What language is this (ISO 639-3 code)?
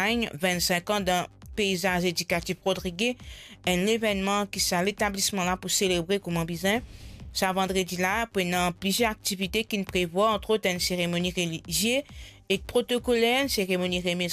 mfe